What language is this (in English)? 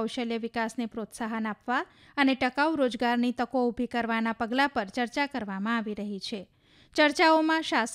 Gujarati